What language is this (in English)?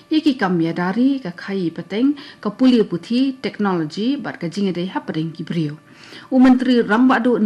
Khasi